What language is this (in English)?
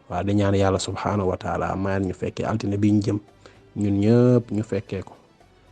Wolof